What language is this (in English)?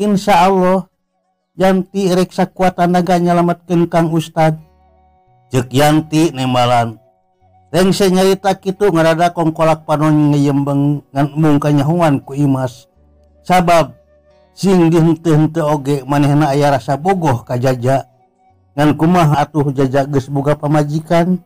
Sundanese